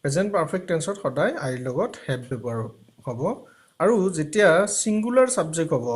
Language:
Assamese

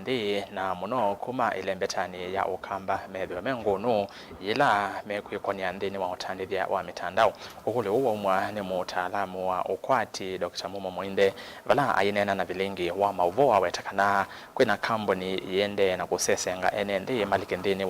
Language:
Kamba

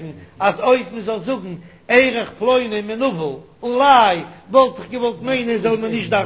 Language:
Yiddish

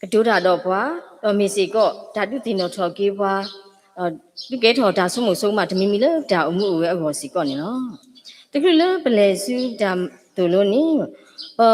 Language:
S'gaw Karen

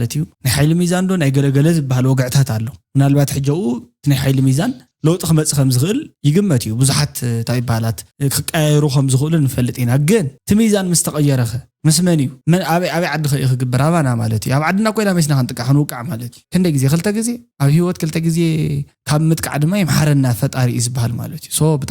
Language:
Tigrinya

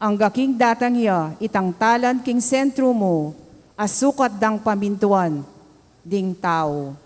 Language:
Pampanga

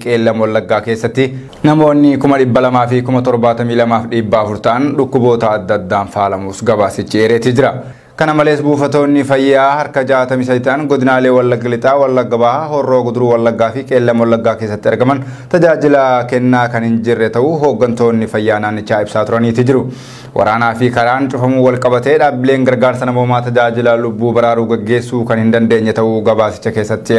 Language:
Oromo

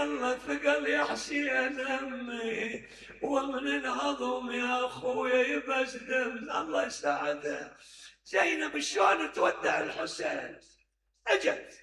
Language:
Mesopotamian Arabic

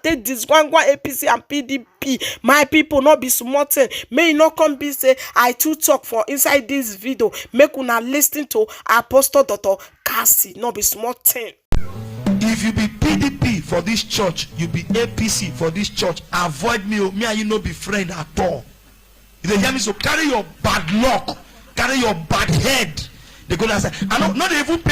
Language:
Nigerian Pidgin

